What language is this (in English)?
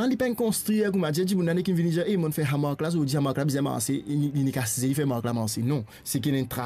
Morisyen